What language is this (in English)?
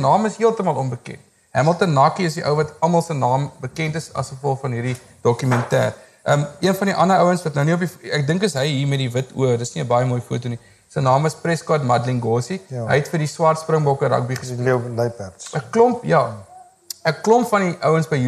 Afrikaans